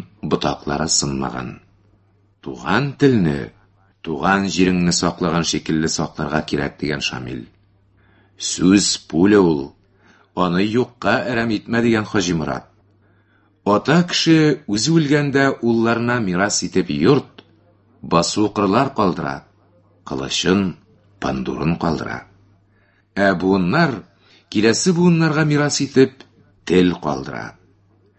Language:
Tatar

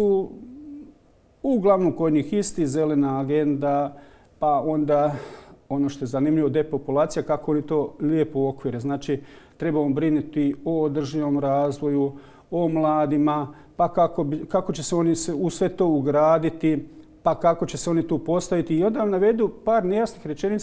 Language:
Croatian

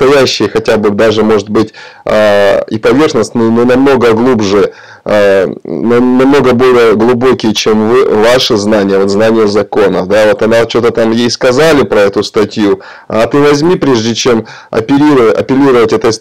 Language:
Russian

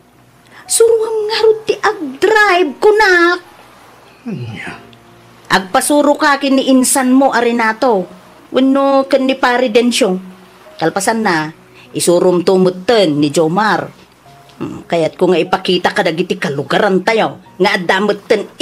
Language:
Iloko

